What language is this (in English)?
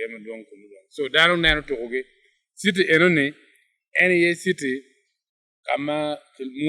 Acoli